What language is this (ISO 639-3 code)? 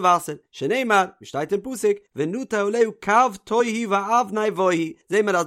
yid